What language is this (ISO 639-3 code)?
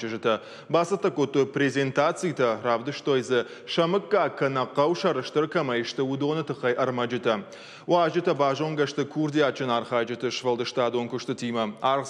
oss